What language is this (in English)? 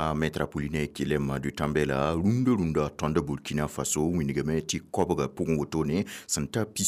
Mossi